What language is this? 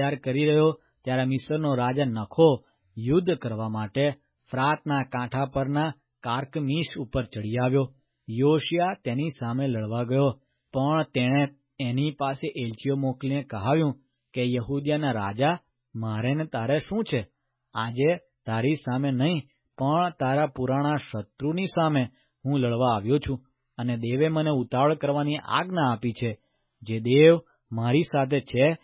Gujarati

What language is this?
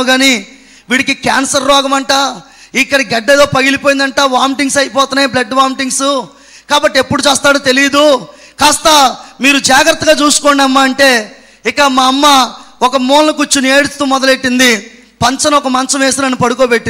Telugu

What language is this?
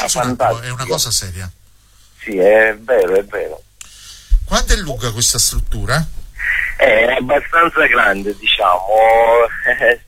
Italian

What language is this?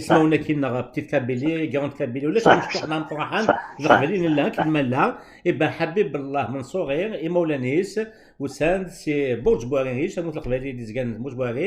Kabyle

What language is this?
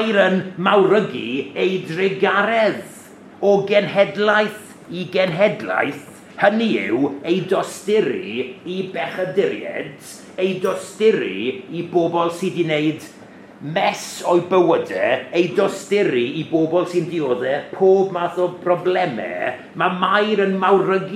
Welsh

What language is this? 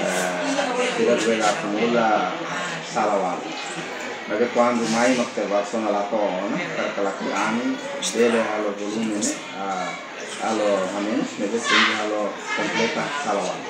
Tetum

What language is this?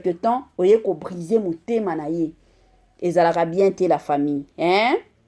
Lingala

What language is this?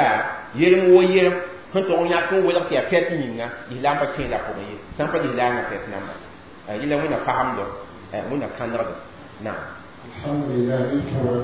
Mossi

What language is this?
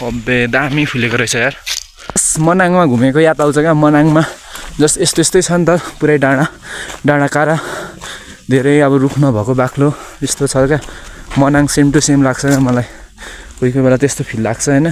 Nepali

